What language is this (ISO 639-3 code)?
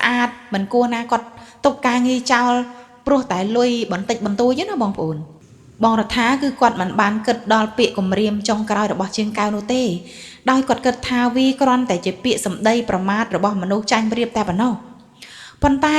khm